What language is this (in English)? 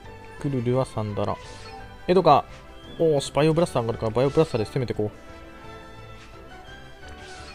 Japanese